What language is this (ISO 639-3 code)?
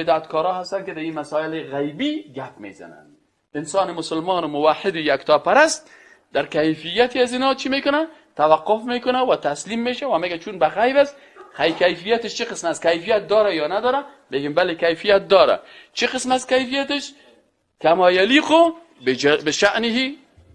fas